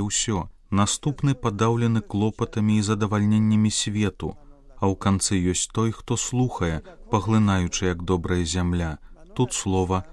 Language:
Belarusian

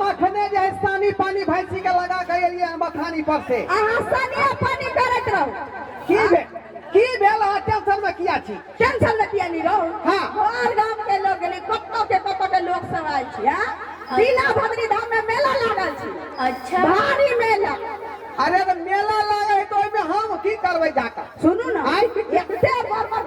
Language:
Maithili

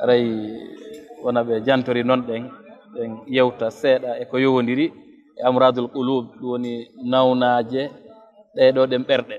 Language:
Fula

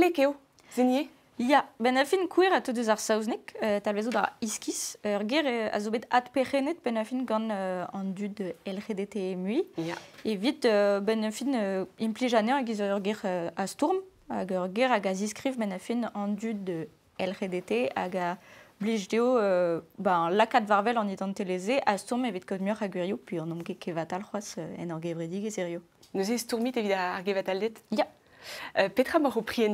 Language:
Breton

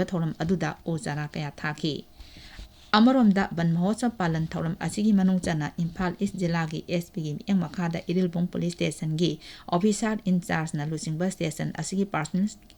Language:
Manipuri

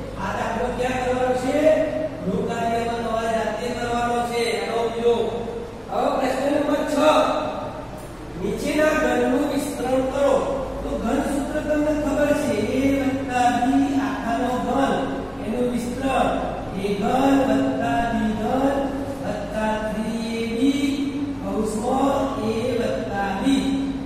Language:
Gujarati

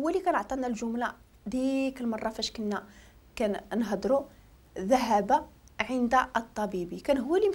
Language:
Moroccan Arabic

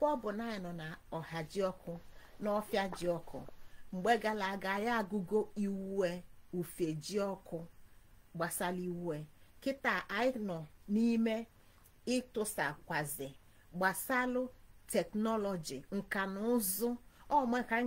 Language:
Igbo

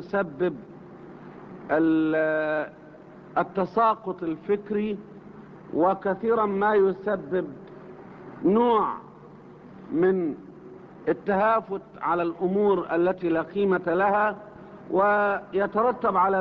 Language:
Arabic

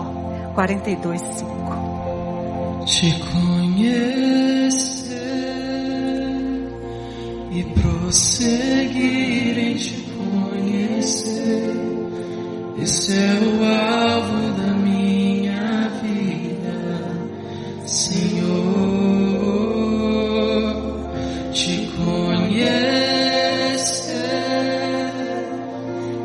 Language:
Portuguese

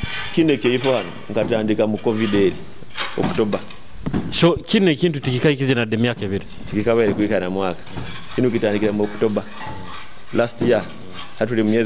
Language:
Nyoro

